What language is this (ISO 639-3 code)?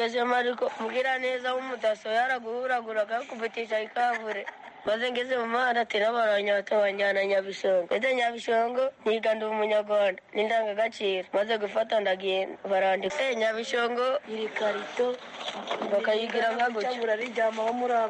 kin